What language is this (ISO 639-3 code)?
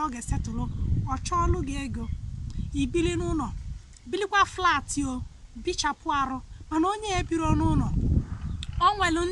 ibo